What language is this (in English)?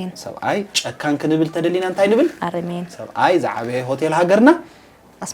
Tigrinya